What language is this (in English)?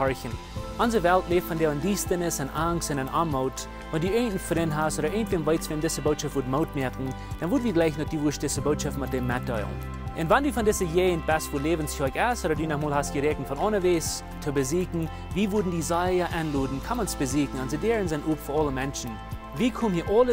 Plautdietsch